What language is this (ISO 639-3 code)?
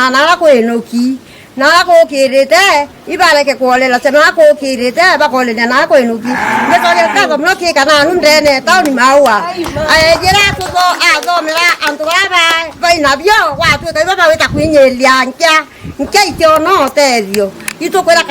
mer